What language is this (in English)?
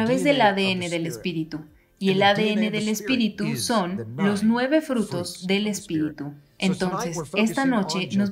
Spanish